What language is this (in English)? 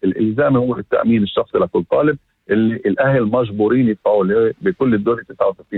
North Levantine Arabic